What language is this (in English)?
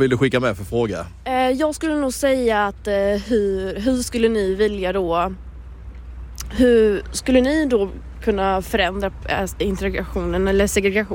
Swedish